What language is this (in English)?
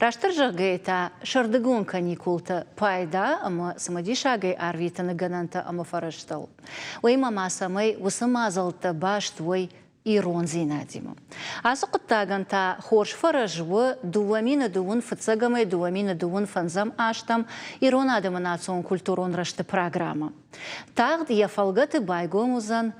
Ossetic